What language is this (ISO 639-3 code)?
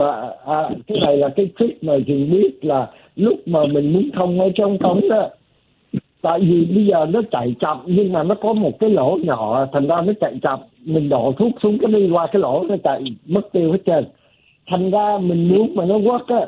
vie